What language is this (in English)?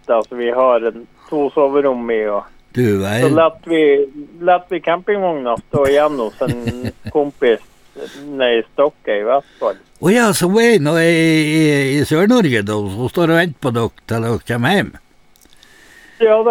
Norwegian